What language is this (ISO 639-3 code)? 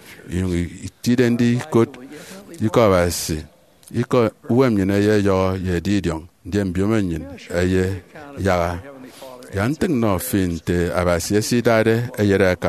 efi